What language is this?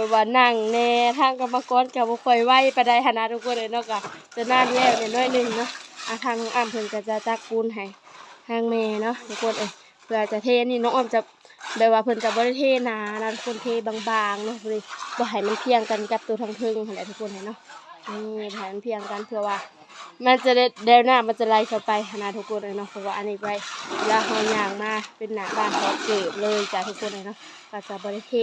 Lao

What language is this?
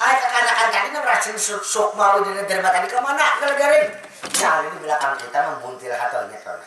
Banjar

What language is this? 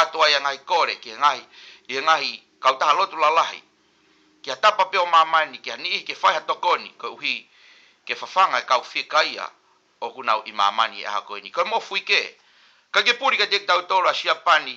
Tongan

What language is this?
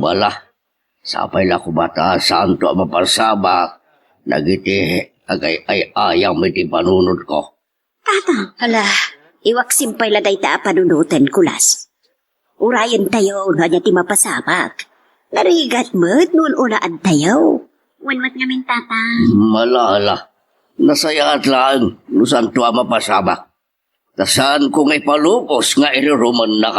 Iloko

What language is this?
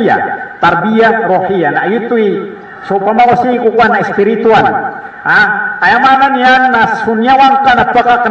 Maranao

